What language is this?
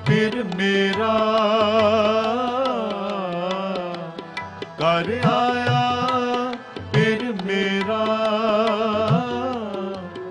Punjabi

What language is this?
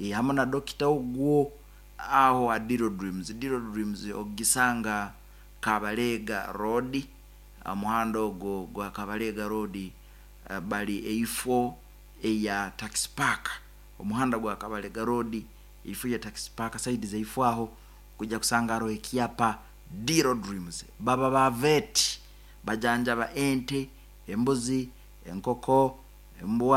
Nyoro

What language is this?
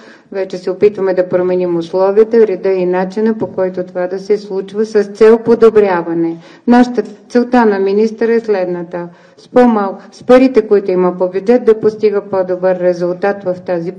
Bulgarian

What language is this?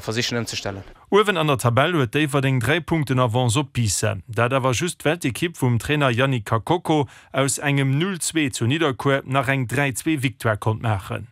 Luxembourgish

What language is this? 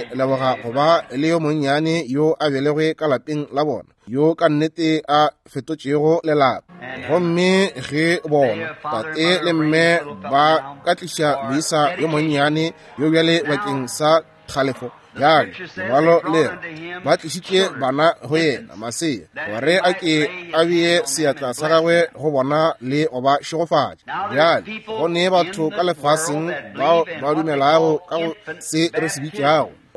Northern Sotho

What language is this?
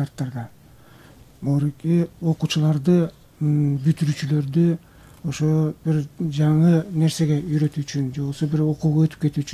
Kyrgyz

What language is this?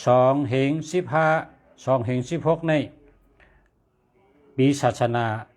Shan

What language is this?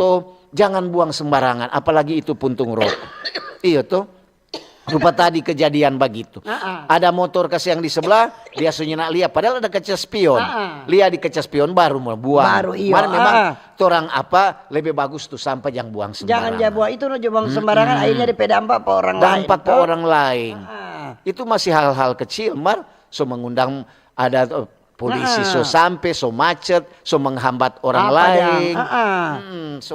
Manado Malay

